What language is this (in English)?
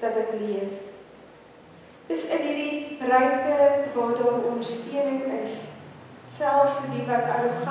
Afrikaans